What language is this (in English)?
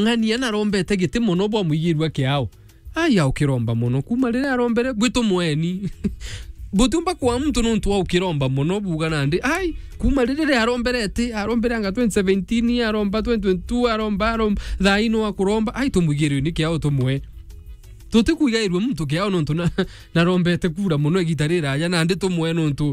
Meru